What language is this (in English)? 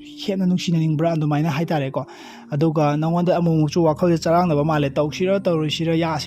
Manipuri